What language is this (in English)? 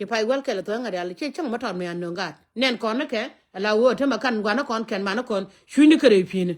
Nuer